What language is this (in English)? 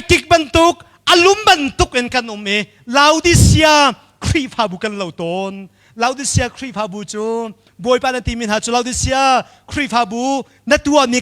Hakha Chin